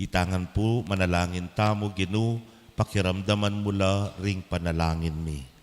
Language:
Pampanga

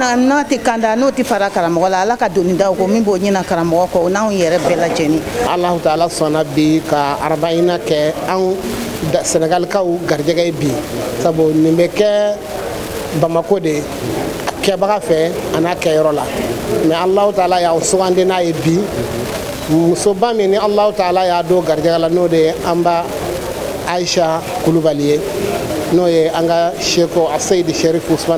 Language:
Bambara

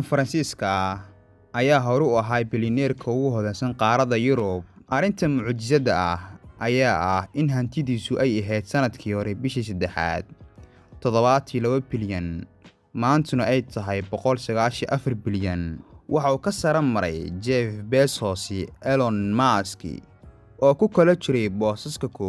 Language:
Somali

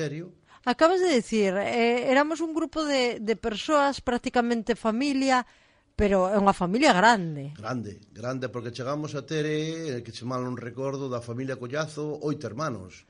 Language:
Galician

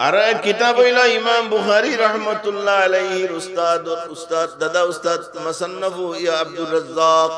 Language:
Sylheti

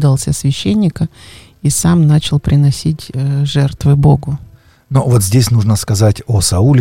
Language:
Russian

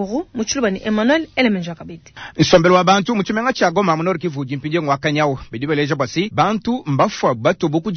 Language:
Luba-Lulua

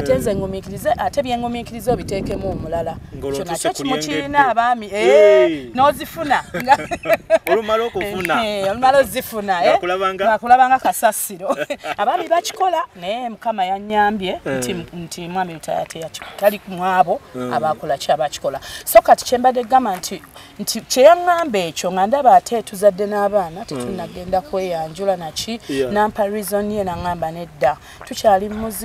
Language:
Ganda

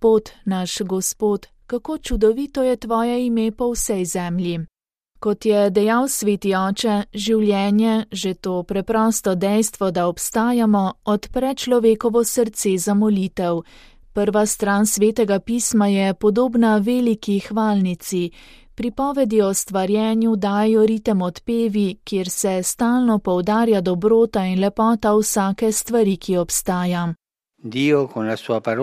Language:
Slovenian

